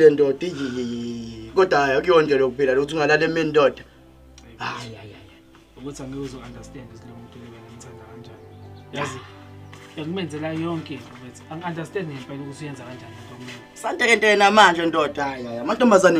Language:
Zulu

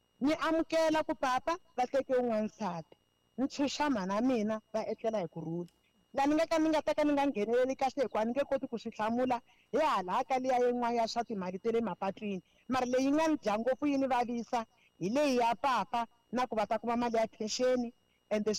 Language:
Tsonga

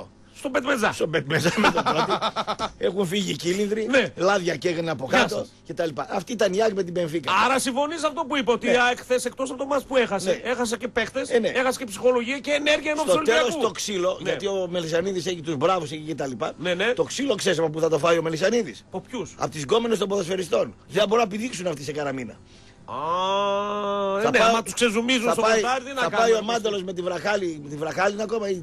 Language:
Greek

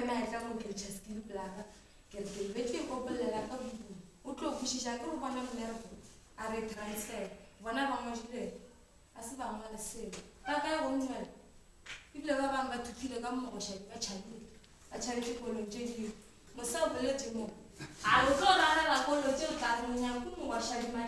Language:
Northern Sotho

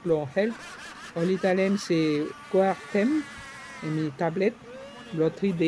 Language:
Bislama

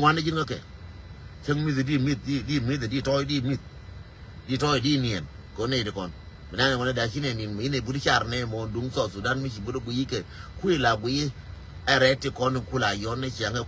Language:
Nuer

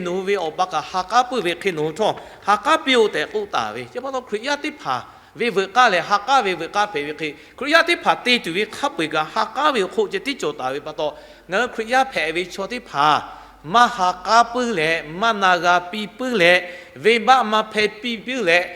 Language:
Lahu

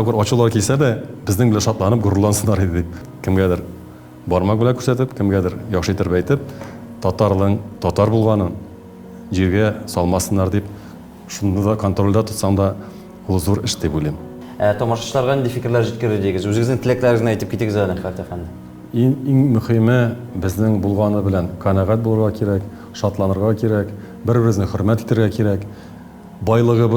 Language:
Tatar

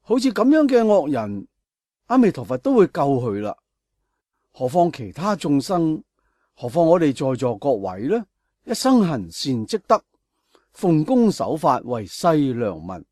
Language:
Cantonese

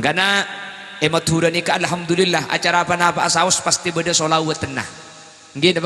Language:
Madurese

